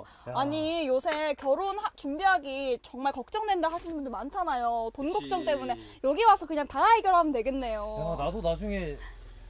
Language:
Korean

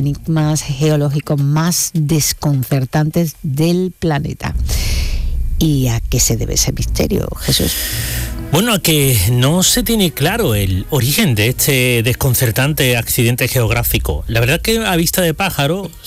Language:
Spanish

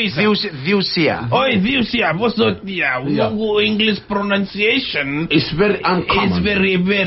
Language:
Fijian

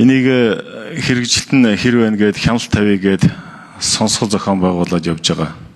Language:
Mongolian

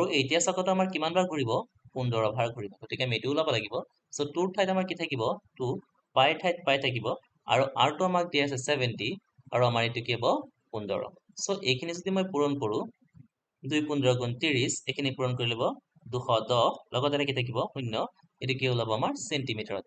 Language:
Assamese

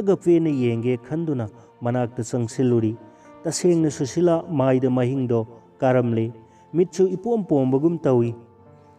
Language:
Manipuri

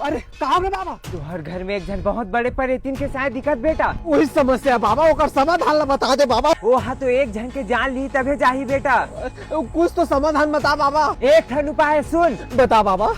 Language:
Chhattisgarhi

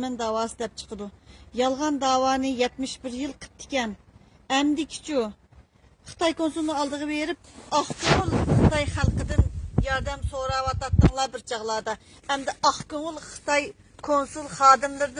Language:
Uyghur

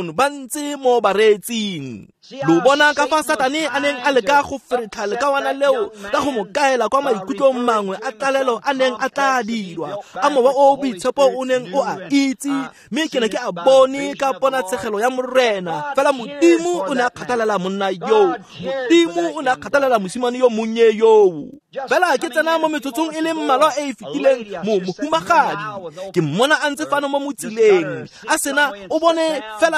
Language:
Tswana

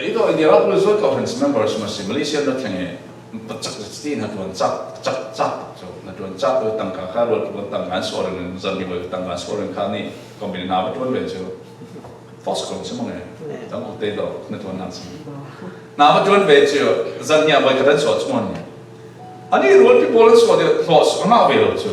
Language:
Falam Chin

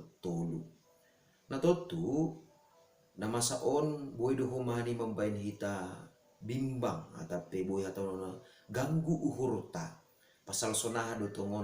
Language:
Batak Simalungun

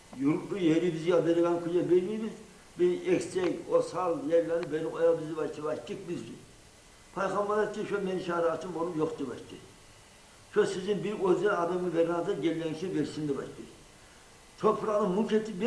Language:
Kumyk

